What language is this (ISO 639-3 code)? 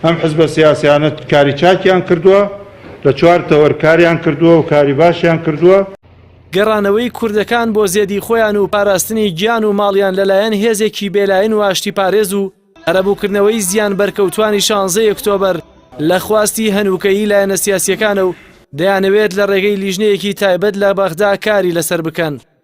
ckb